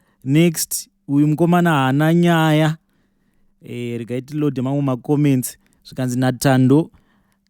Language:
Shona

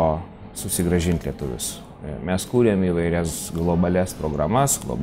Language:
Lithuanian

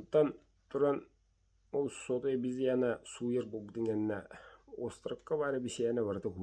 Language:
Yakut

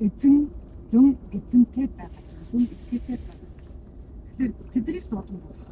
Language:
Mongolian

